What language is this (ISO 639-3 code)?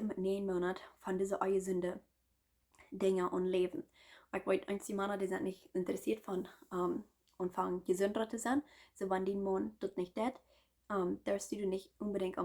pdt